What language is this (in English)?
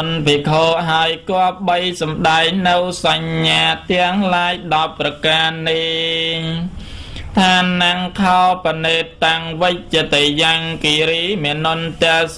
Khmer